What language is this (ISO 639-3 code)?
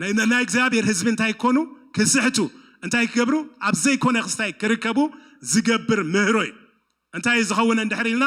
tir